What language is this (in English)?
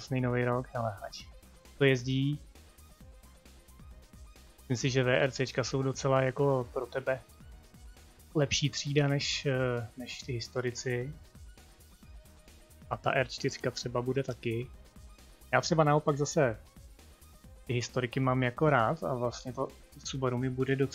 Czech